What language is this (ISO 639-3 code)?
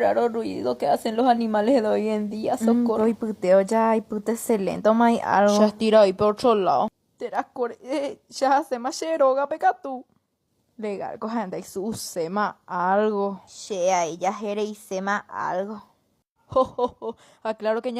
grn